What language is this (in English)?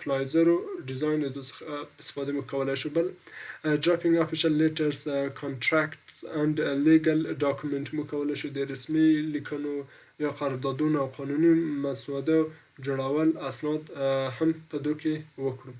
Pashto